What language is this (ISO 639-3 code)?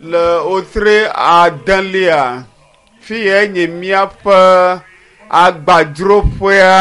ewe